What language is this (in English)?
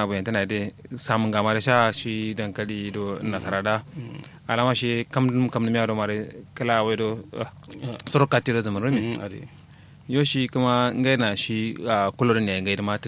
Kanuri